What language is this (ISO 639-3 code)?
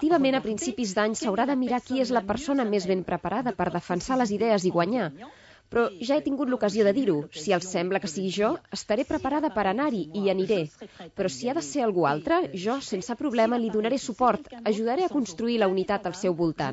cat